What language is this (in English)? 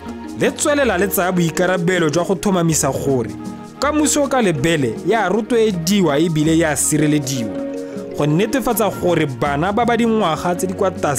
Tswana